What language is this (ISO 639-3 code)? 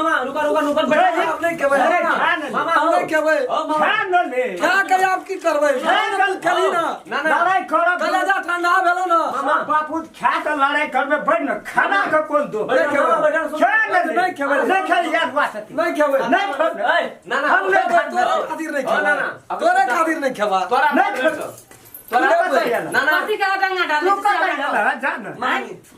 mai